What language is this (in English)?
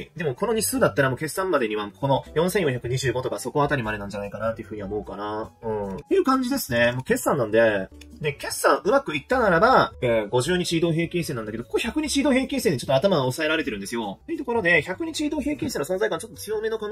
Japanese